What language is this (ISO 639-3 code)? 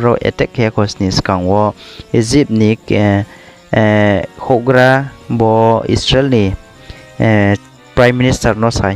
ria